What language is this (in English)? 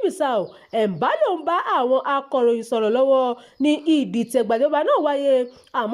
Yoruba